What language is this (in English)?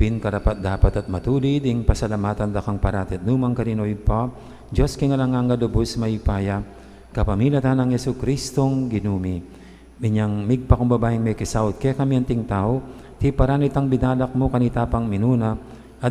Pampanga